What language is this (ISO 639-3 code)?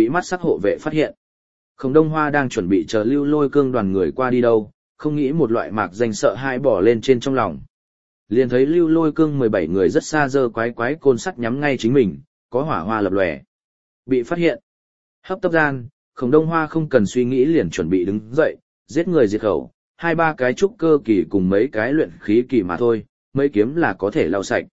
vie